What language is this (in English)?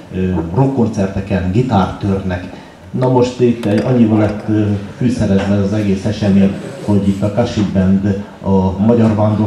Hungarian